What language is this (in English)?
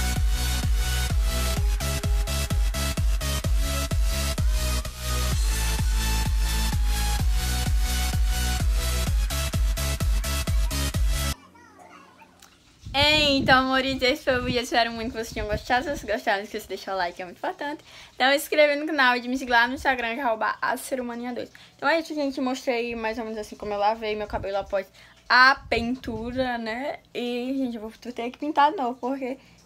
Portuguese